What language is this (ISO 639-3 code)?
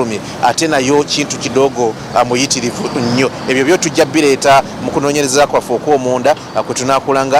lug